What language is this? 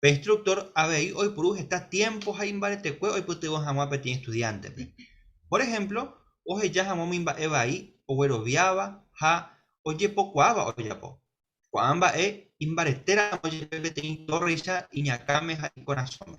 Guarani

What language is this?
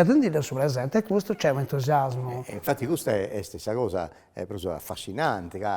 Sardinian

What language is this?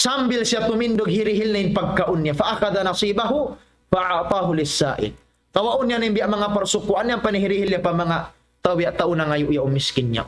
Tausug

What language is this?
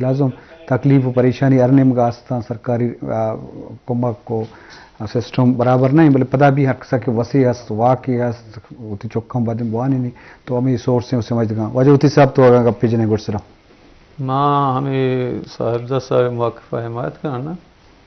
Eastern Balochi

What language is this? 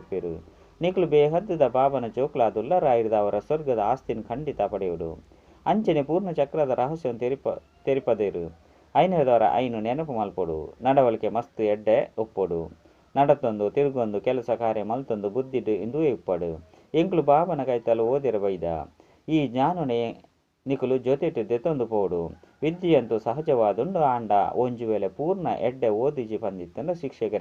Tulu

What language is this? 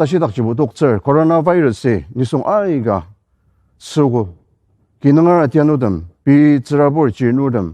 Ao Naga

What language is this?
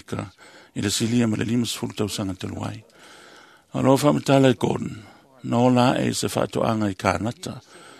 Samoan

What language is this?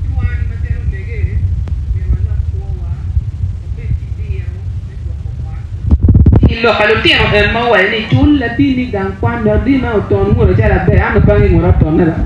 Acoli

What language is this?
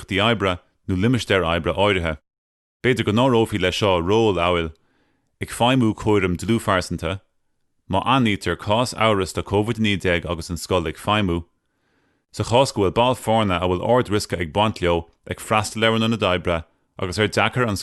Irish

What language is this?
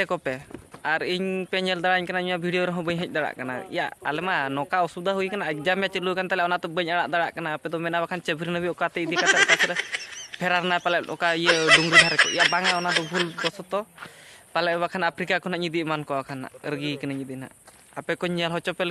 Santali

